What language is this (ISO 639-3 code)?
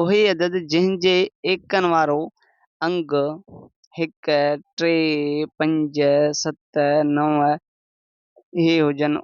snd